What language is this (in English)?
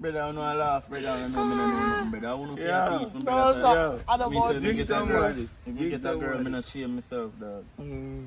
Jamaican Creole English